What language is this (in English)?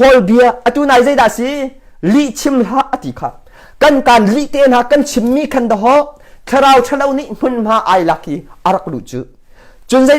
Hakha Chin